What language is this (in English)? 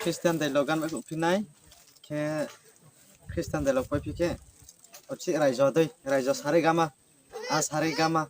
Riang (India)